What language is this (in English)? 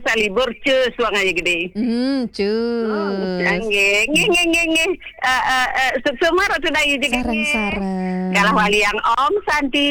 Balinese